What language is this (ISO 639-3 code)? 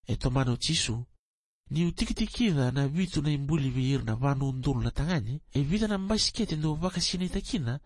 fij